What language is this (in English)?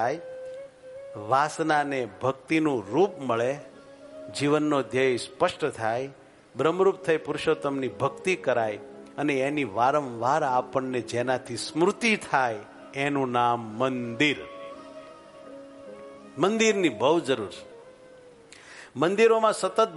Gujarati